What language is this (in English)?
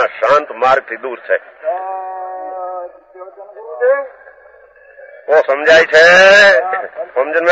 Gujarati